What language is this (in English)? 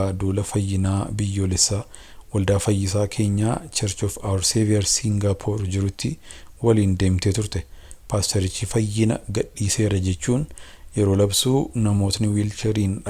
Oromo